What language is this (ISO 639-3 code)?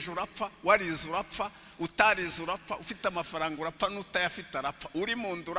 kin